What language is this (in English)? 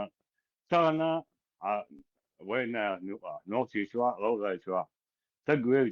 Chechen